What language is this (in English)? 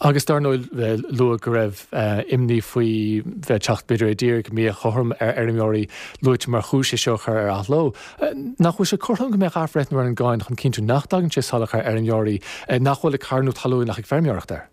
Irish